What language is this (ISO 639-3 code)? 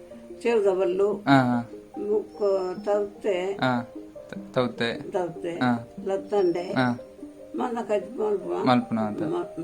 tcy